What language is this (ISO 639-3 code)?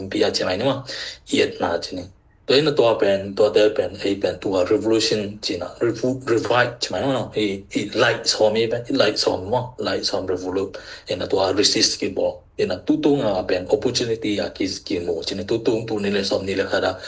ctd